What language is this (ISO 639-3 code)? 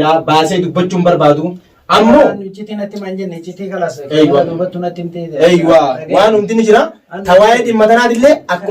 orm